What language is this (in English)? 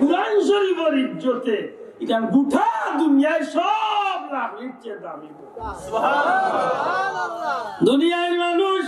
Sylheti